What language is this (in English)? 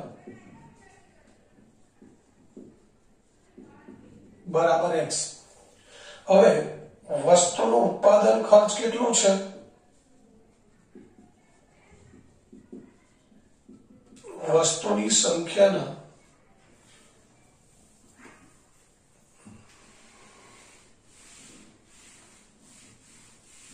Gujarati